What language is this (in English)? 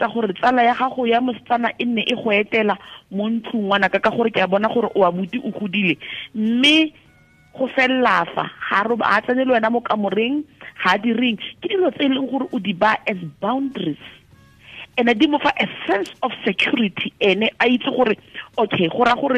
Tswana